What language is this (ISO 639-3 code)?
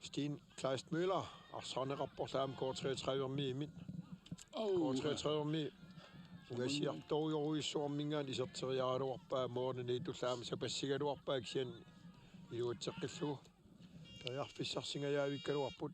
kal